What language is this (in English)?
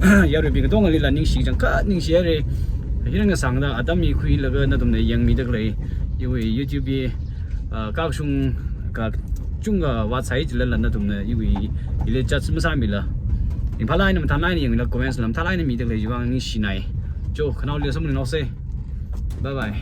Tangkhul Naga (India)